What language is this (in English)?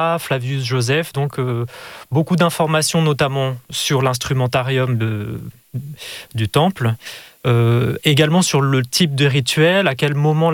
French